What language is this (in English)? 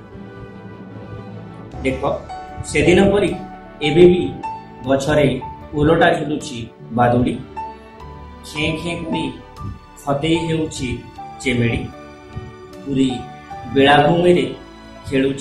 Odia